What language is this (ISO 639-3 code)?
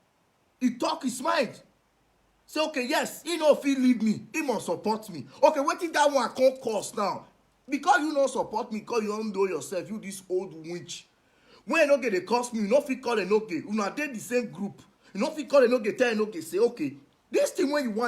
pcm